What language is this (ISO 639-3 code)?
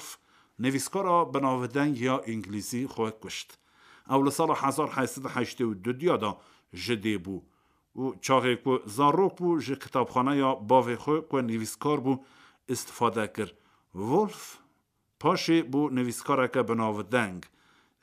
kur